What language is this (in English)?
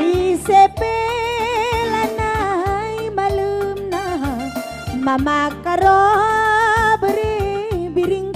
Batak Karo